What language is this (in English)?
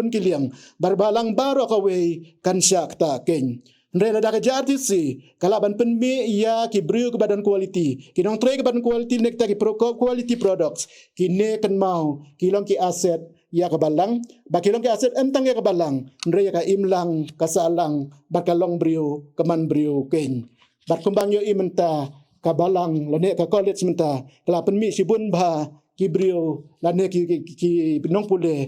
Khasi